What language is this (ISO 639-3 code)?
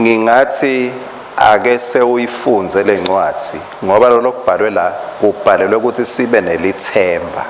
ssw